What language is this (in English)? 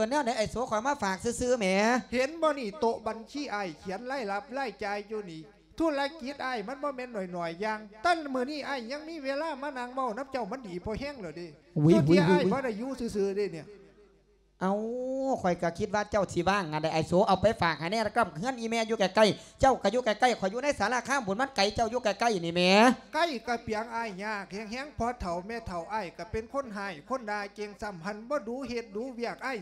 Lao